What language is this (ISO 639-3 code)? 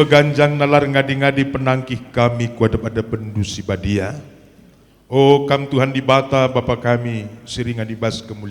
btx